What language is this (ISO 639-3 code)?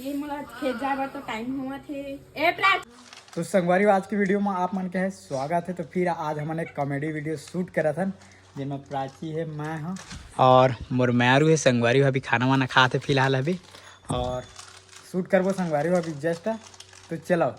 hne